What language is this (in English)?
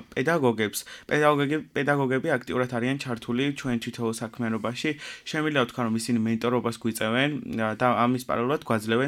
Georgian